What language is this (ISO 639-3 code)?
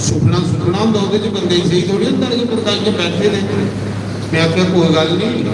doi